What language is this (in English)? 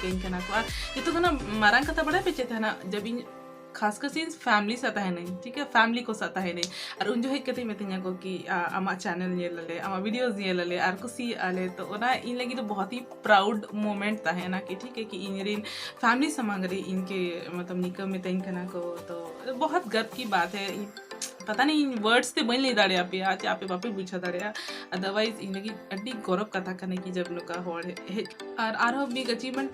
Santali